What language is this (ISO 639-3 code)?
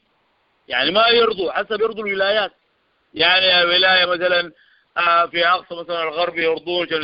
apd